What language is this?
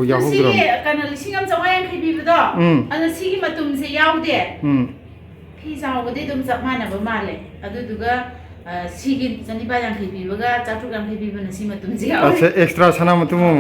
Manipuri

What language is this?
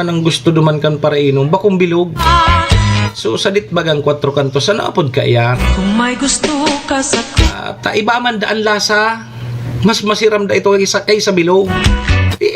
Bikol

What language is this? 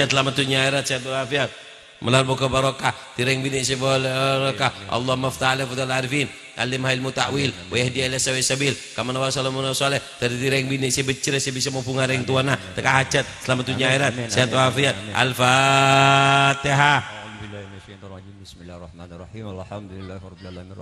Madurese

